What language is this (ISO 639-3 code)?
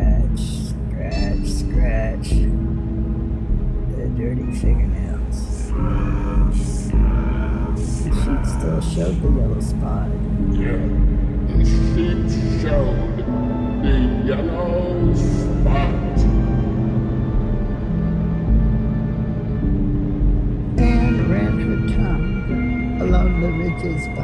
eng